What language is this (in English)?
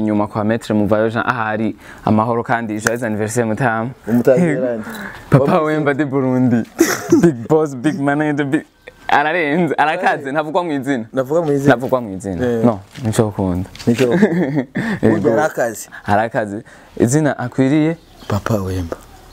Rundi